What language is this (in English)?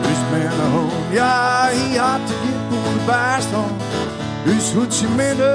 Western Frisian